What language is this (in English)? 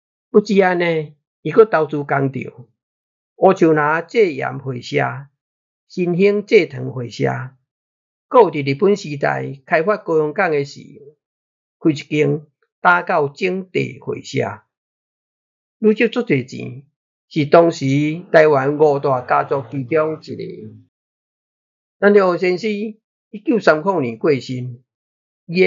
Min Nan Chinese